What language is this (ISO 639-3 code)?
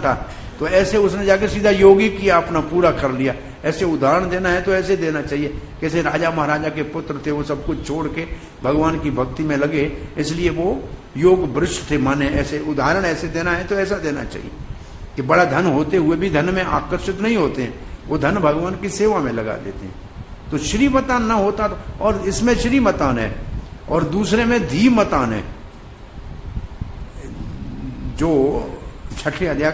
hin